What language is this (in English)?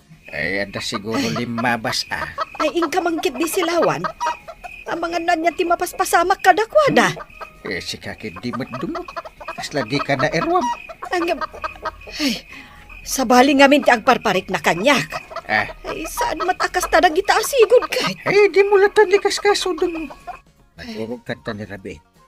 Iloko